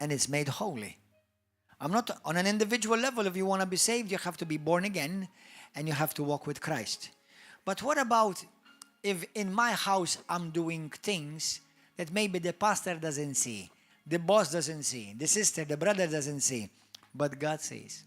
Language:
English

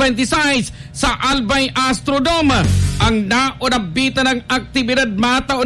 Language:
Bikol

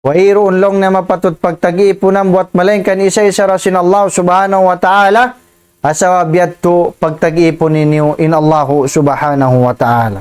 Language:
Tausug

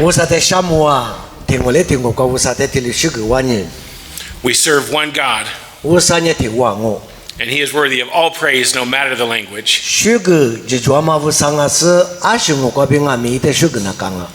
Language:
Lisu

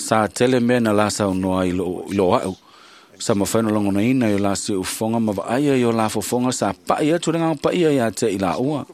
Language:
Samoan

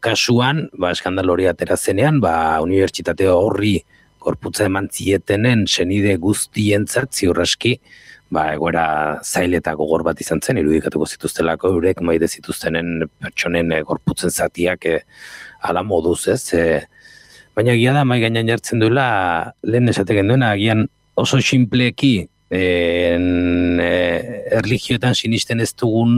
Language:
Basque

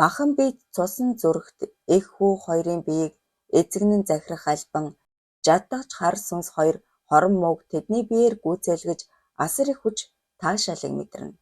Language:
Mongolian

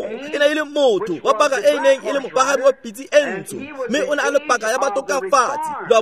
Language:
Tswana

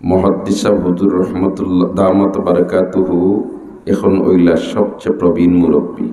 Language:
Sylheti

